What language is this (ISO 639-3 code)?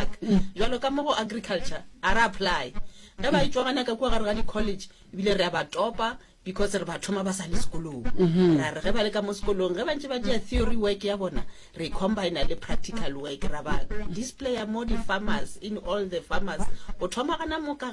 nso